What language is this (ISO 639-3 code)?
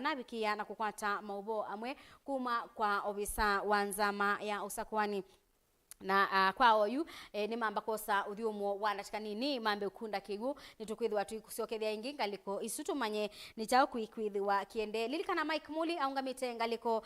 kam